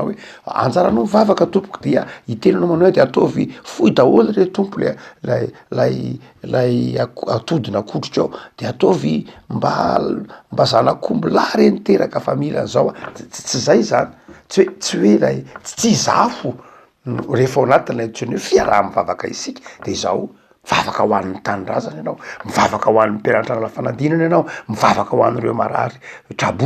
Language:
Malagasy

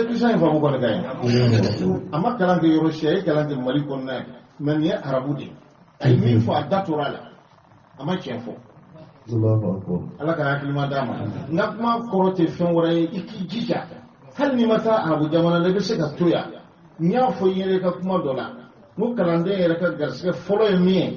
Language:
Bambara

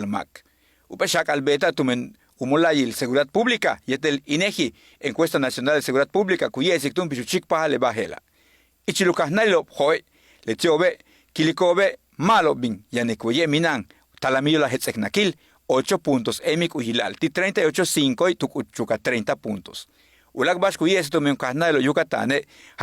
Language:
Yucateco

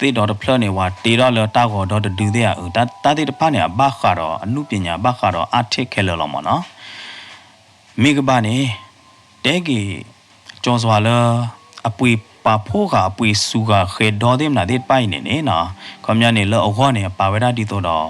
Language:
S'gaw Karen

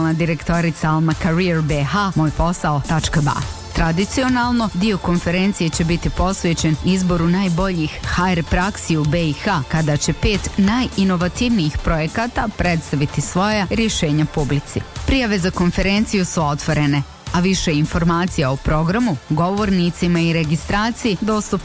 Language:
Bosnian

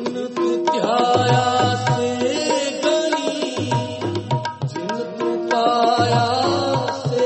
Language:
Punjabi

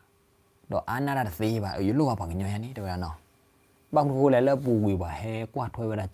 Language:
S'gaw Karen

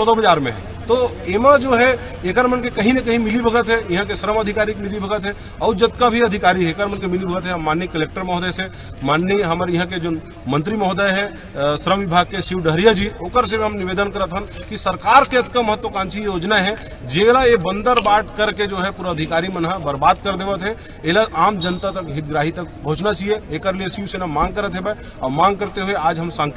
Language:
Chhattisgarhi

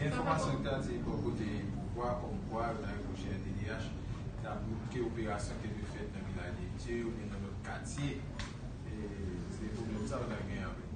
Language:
Haitian Creole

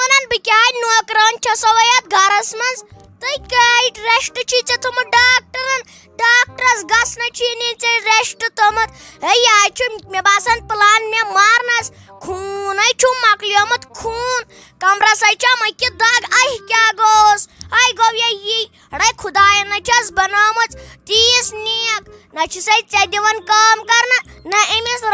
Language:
Kashmiri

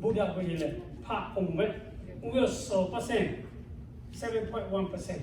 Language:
Lahu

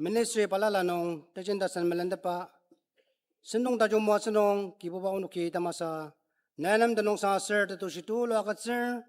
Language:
Ao Naga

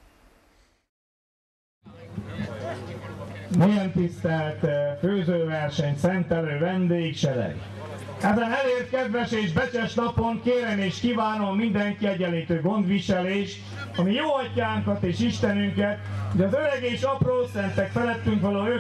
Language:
Hungarian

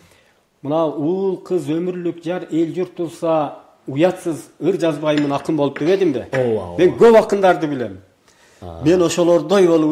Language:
Kyrgyz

